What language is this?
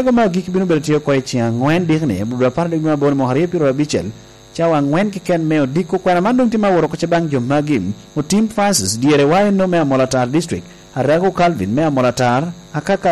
Lango (Uganda)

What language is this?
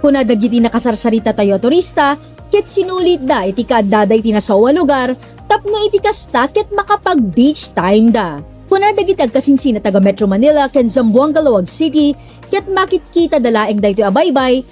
Iloko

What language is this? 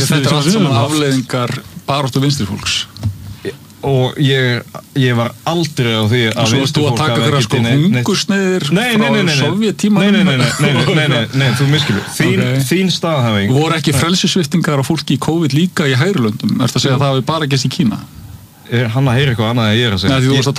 Icelandic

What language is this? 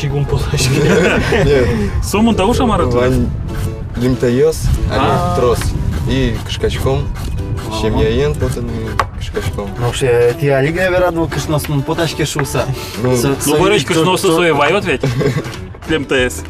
Udmurt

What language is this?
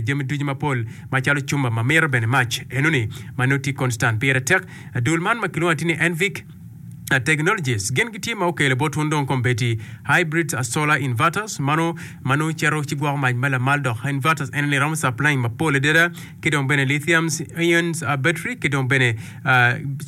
Acoli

